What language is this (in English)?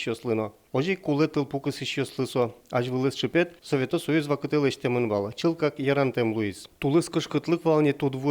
Udmurt